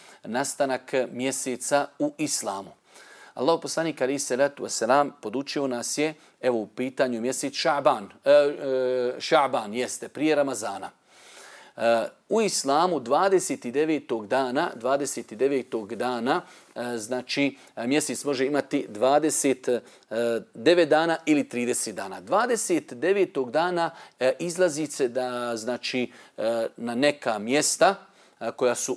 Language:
Bosnian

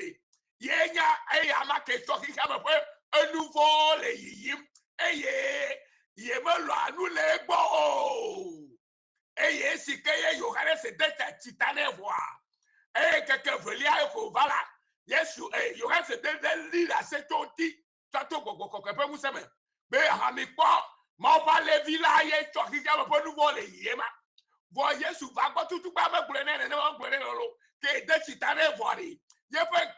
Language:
Ewe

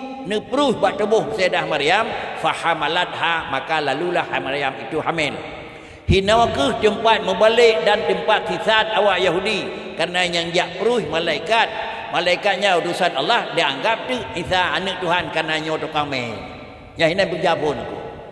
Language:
Achinese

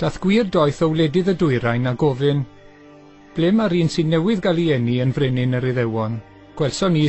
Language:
Welsh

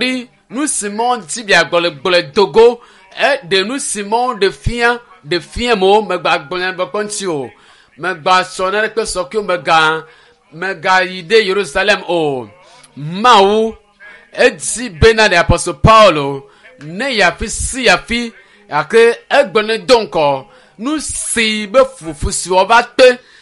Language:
Ewe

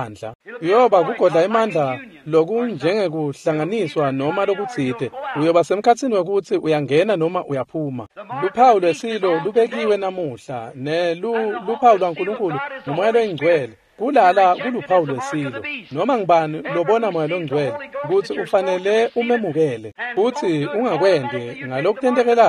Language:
Swati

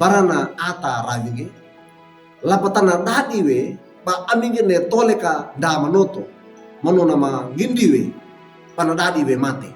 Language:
Wejewa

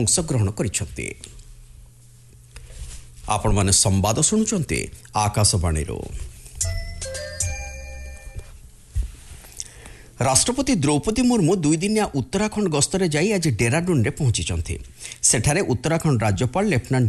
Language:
Odia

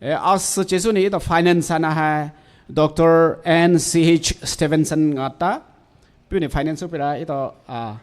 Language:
Poumei Naga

